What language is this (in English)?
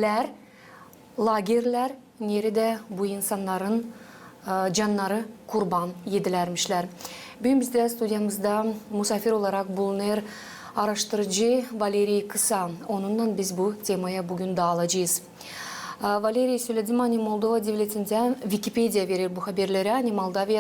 Gagauz